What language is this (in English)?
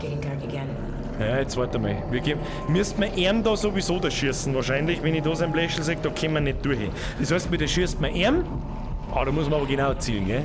Bavarian